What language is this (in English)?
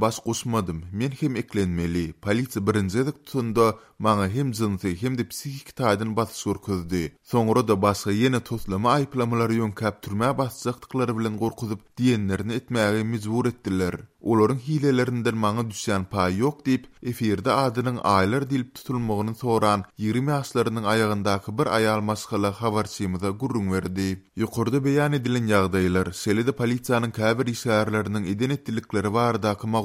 Turkmen